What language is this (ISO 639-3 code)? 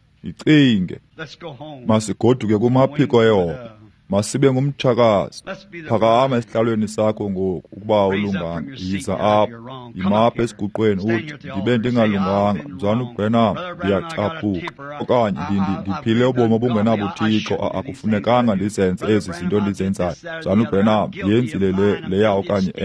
xho